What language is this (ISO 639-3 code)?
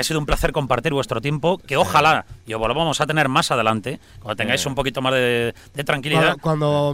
spa